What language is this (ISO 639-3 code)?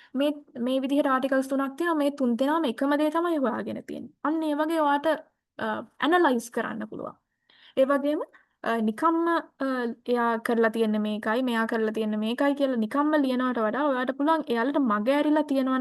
sin